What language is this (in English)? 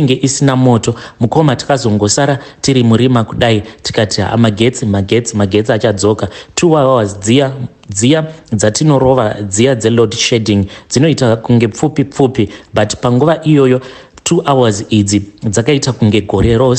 Shona